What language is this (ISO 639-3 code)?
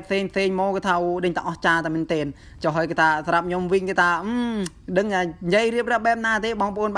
khm